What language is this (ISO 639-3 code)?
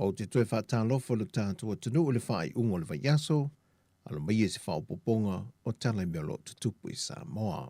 smo